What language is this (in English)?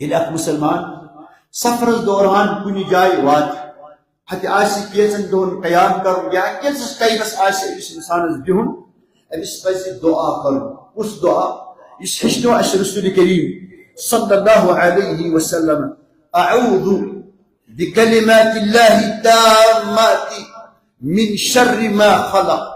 Kashmiri